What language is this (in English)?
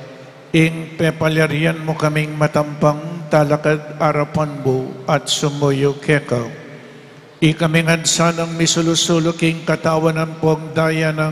Pampanga